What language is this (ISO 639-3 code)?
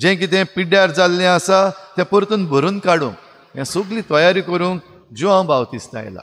kok